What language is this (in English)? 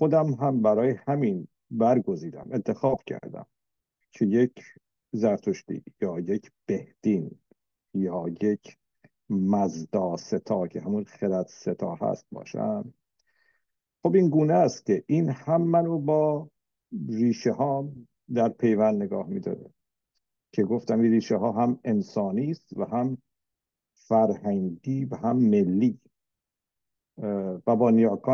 Persian